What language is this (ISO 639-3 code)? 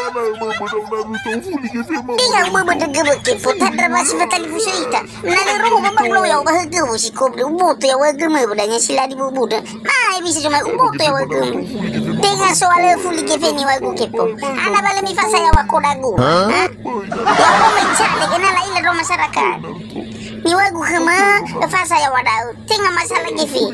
nia